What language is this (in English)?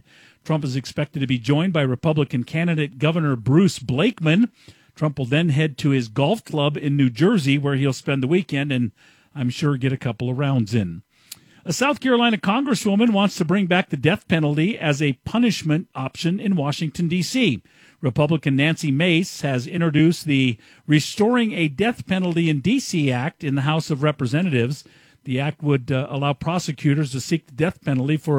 English